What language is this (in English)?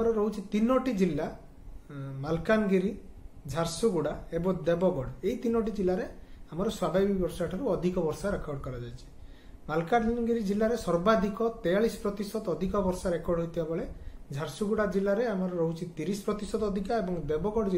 Odia